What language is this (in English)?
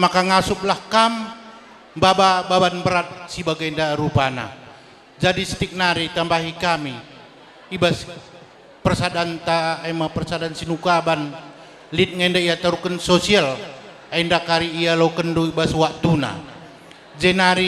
Batak Karo